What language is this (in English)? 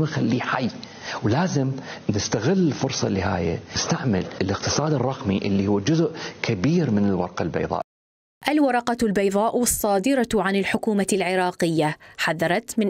Mesopotamian Arabic